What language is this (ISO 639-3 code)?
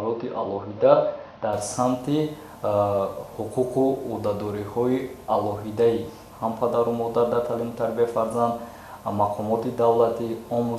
tgk